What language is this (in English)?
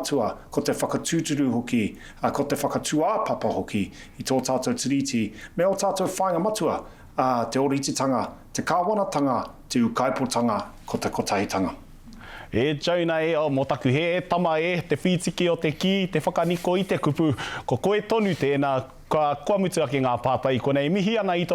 Māori